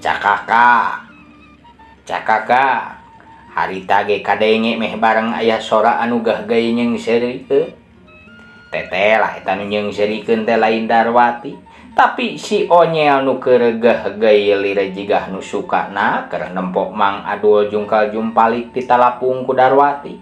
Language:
Sundanese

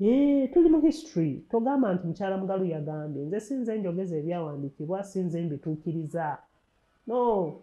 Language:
Ganda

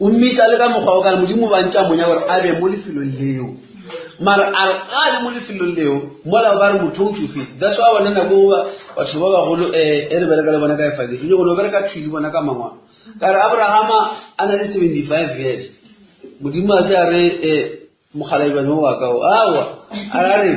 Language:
Northern Sotho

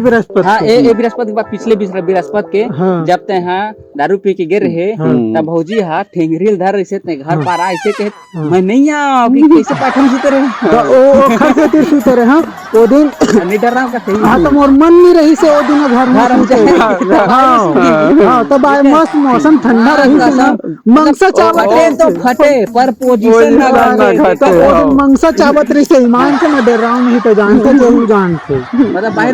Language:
Chhattisgarhi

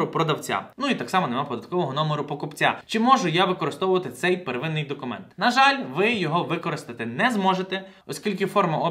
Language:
Ukrainian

